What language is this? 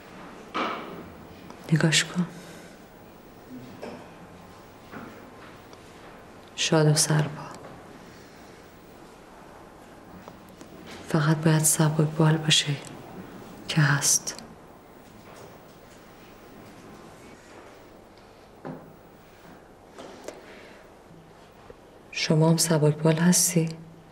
Persian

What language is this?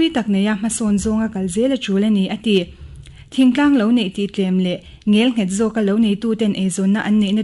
Mizo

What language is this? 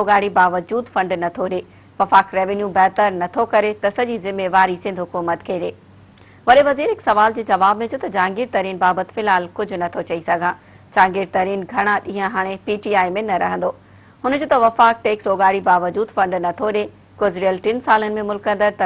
Sindhi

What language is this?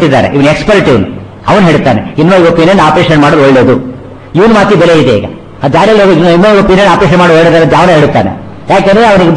Kannada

